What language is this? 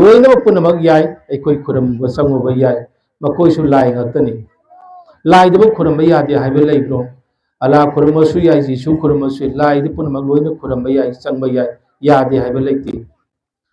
Manipuri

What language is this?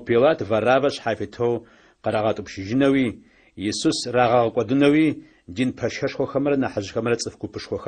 Adyghe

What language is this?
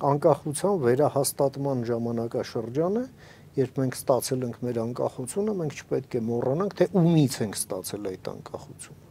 Armenian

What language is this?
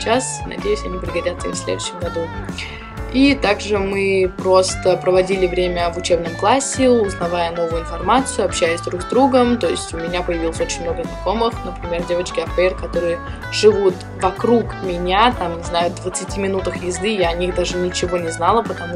Russian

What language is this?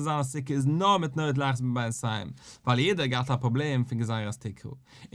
Yiddish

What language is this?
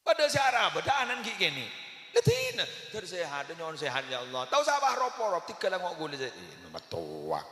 Madurese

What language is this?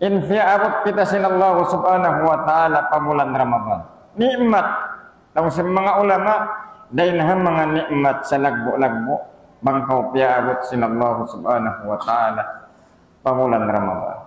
Tausug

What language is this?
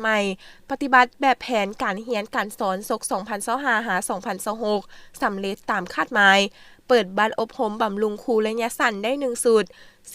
Lao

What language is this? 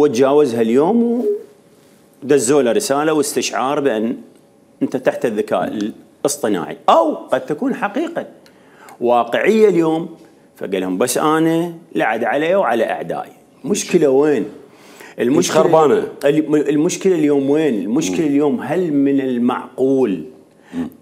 Mesopotamian Arabic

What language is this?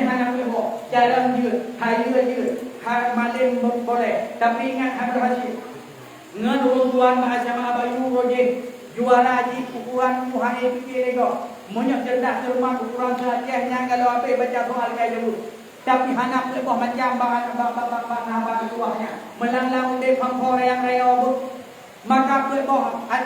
Achinese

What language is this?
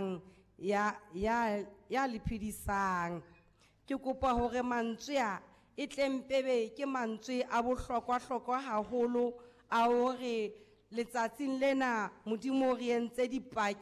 Southern Sotho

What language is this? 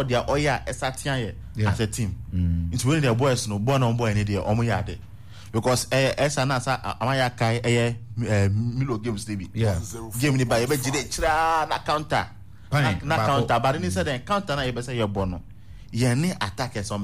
Akan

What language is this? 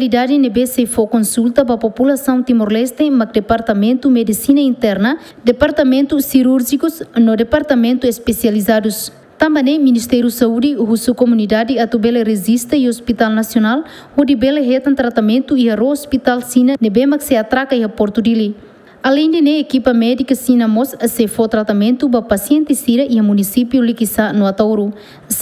Tetum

